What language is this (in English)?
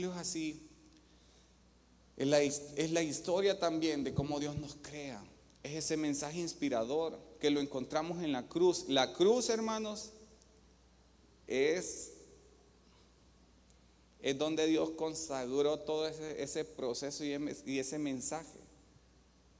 Spanish